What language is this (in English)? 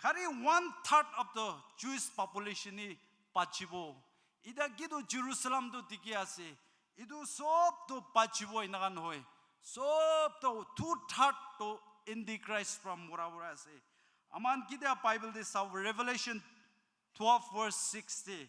Naga Pidgin